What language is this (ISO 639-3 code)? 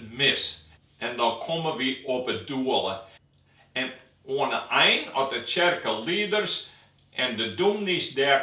fry